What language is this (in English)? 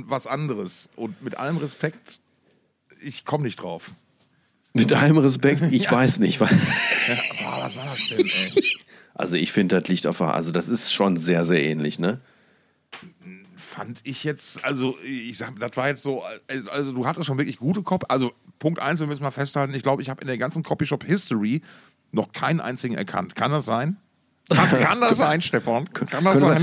German